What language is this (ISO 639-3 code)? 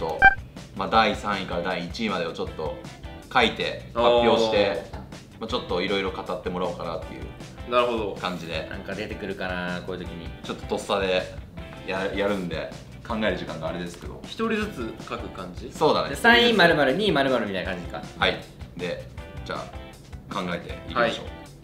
jpn